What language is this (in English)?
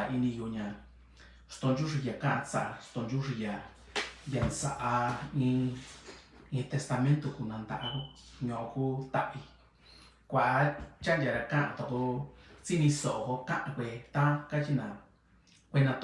Mixtepec Mixtec